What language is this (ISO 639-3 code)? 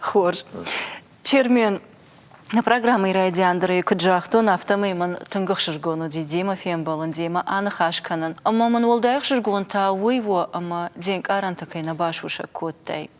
oss